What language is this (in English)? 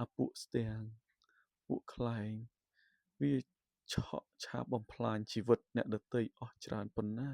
Khmer